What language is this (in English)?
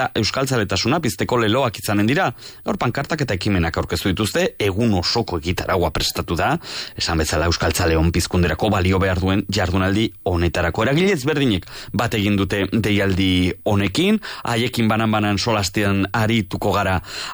Basque